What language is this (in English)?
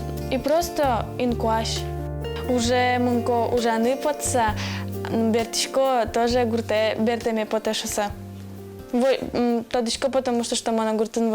Udmurt